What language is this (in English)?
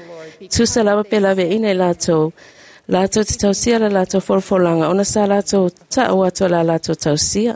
Samoan